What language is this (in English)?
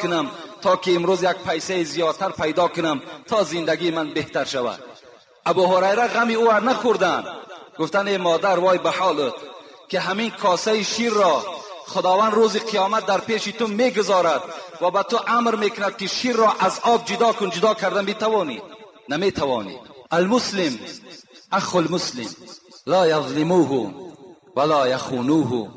Tajik